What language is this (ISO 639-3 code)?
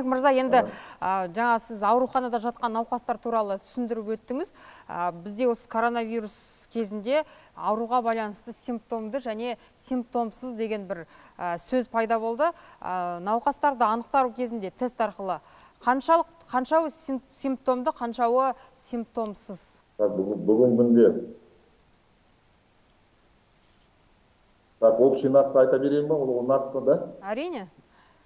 kaz